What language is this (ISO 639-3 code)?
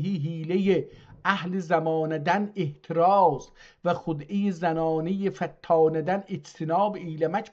azb